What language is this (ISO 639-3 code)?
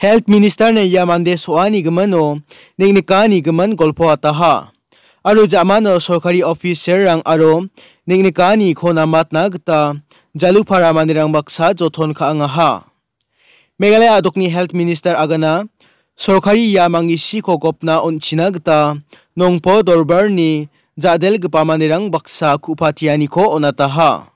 grt